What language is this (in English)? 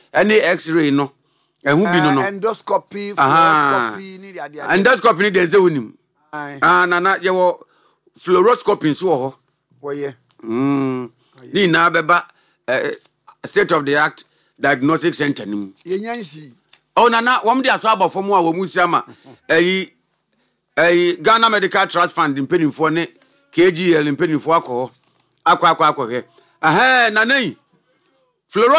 Akan